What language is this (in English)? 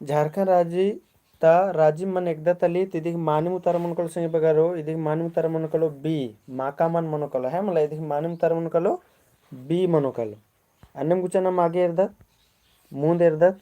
Kurukh